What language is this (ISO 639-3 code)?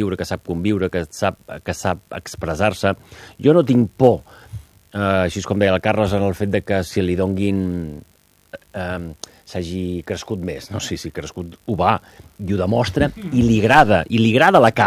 cat